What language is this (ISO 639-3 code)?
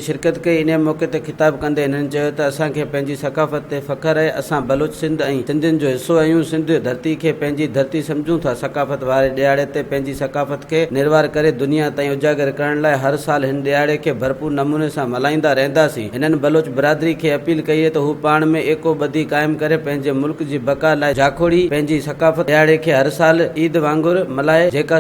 snd